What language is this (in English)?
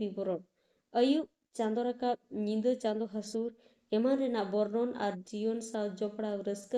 Santali